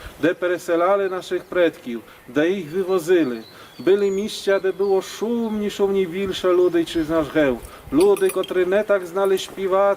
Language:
Rusyn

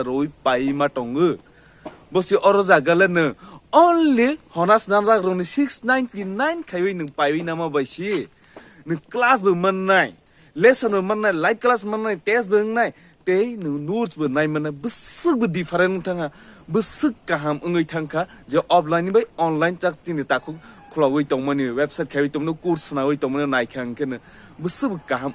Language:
Kok Borok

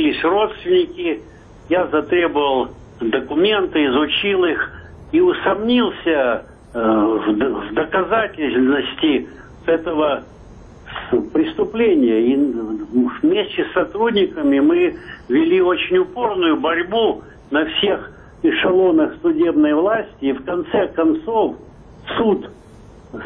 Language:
Russian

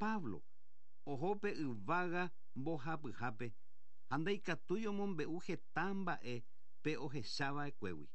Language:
Guarani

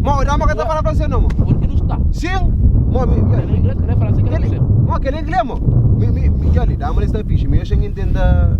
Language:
Kabuverdianu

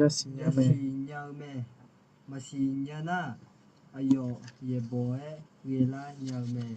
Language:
Akha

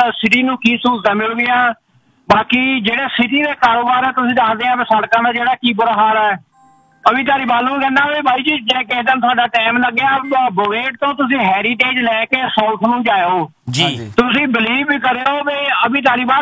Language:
Punjabi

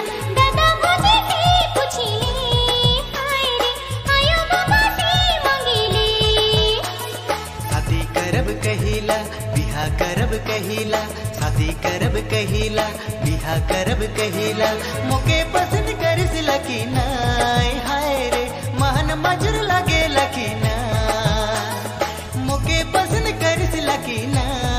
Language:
Sadri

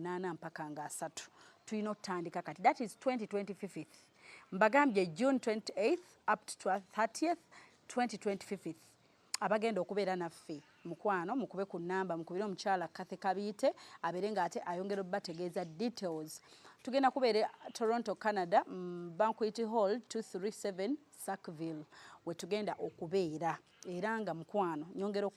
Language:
Ganda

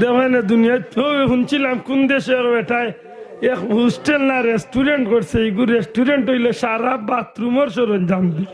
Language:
Sylheti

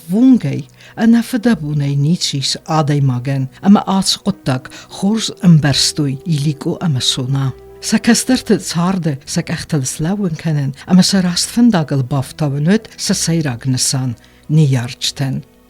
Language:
Ossetic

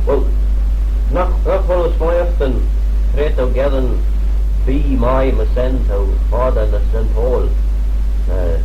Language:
Manx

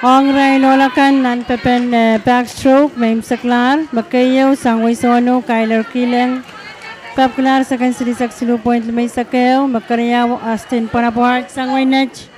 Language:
Pohnpeian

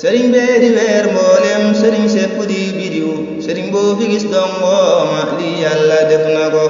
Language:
Wolof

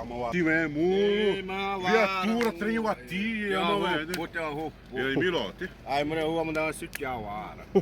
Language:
Xavánte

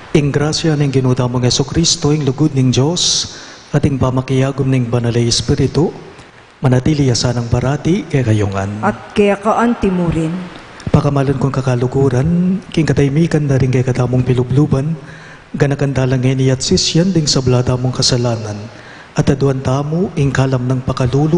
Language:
Pampanga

